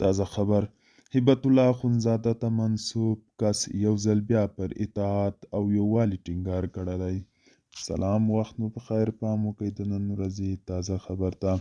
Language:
Pashto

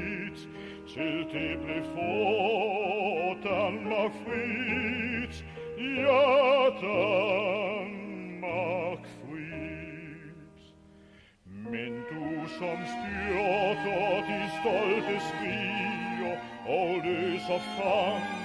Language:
Danish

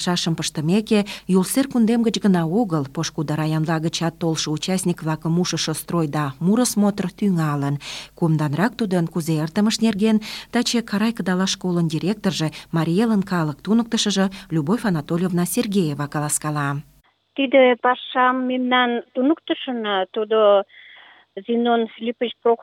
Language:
Mari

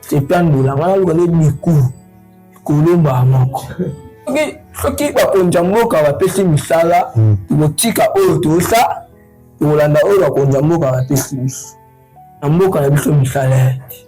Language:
Lingala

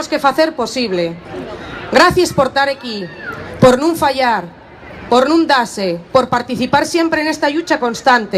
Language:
Asturian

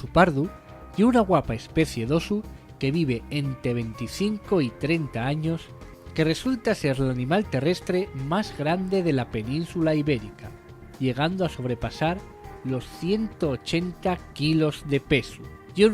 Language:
Asturian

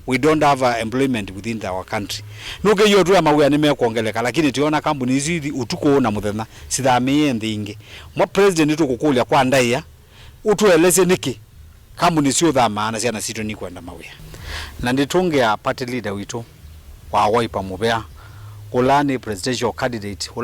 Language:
Kamba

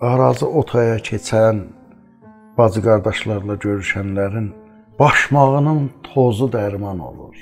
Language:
South Azerbaijani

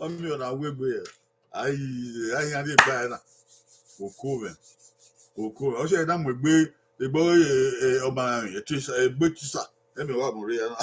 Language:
Bini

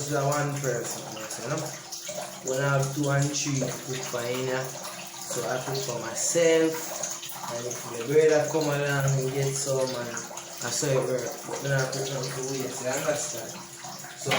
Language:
Jamaican Creole English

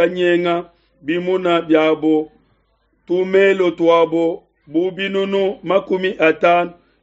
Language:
Luba-Lulua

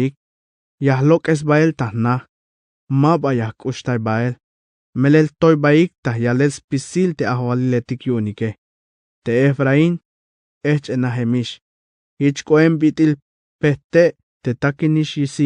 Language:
Tzeltal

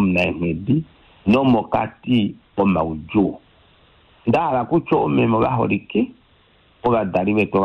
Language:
Kuanyama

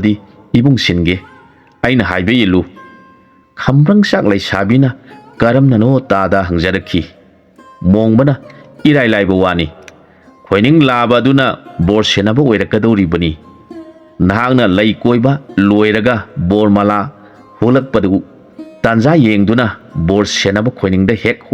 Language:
Manipuri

